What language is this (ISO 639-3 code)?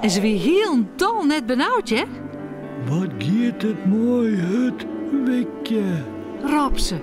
fry